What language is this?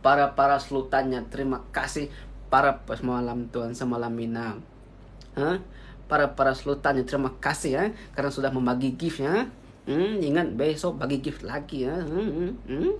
Iban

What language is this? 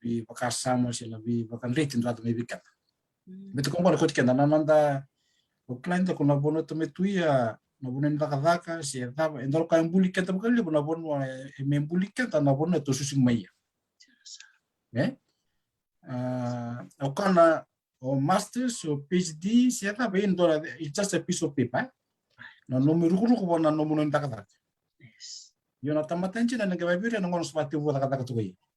Fijian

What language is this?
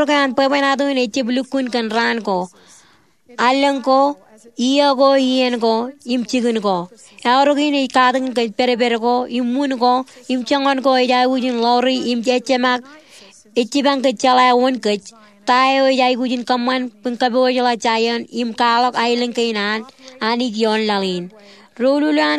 Marshallese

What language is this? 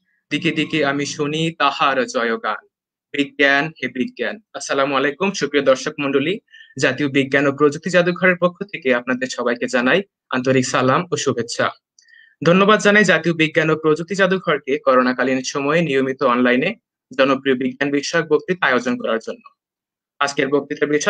Bangla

